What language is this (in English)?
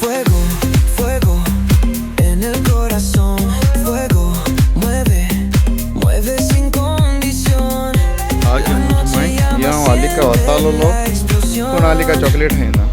Konkani